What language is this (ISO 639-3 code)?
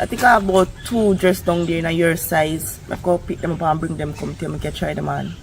jam